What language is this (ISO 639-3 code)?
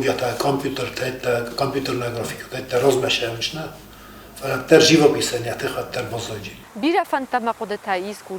oss